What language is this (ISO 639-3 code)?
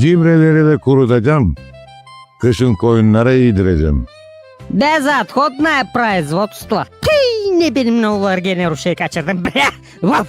gag